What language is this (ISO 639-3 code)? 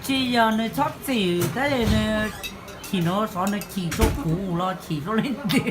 hmn